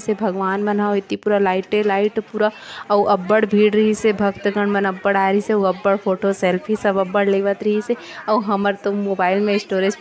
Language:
Chhattisgarhi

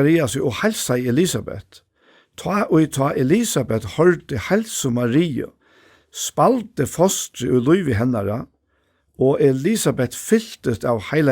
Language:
Faroese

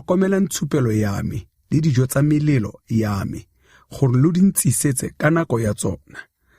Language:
Tswana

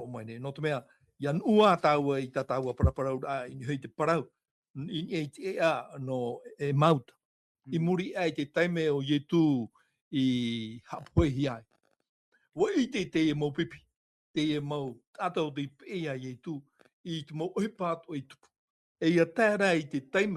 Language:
Tahitian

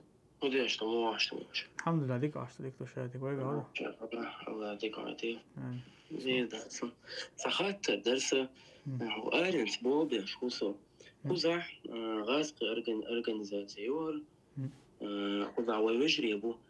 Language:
Chechen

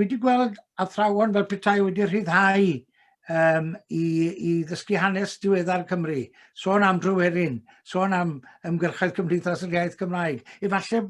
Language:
Welsh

